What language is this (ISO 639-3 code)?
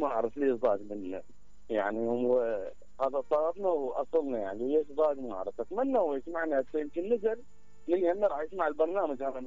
acm